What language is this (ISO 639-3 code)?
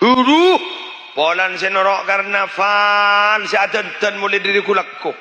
mad